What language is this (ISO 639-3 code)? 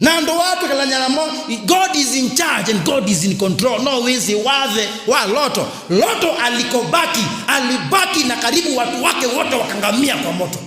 kam